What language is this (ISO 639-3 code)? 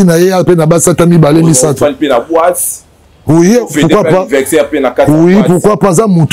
lin